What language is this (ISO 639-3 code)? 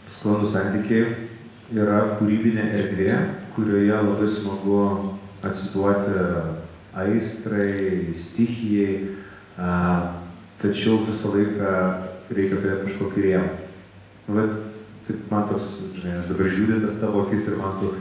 lit